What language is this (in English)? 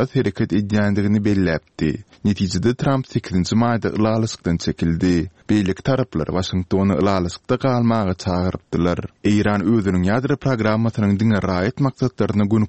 Turkmen